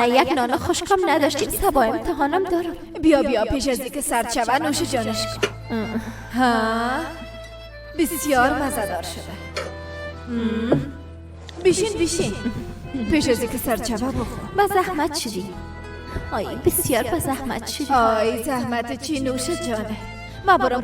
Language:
Persian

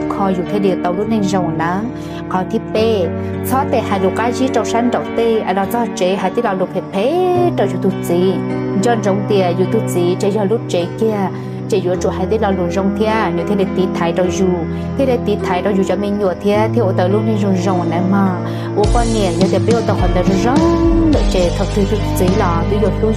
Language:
Hmong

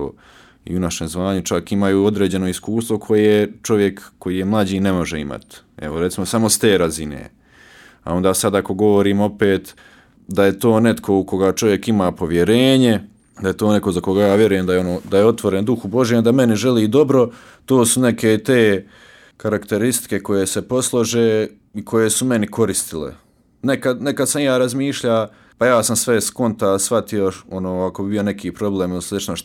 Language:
Croatian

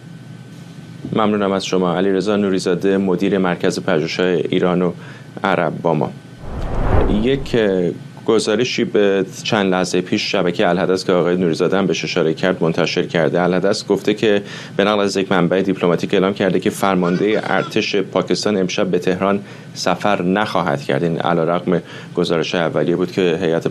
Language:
Persian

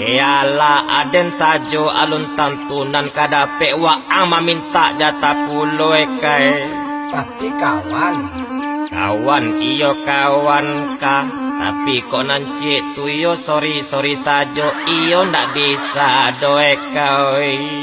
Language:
Minangkabau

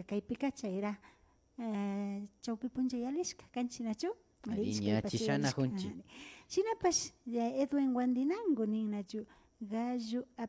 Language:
Imbabura Highland Quichua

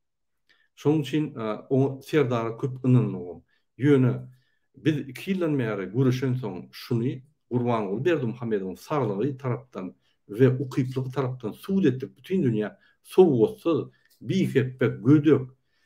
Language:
Turkmen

